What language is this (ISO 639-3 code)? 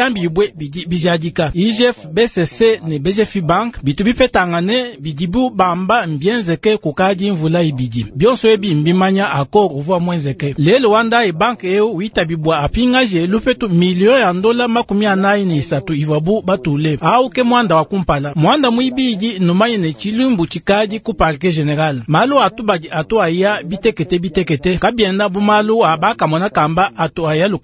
lua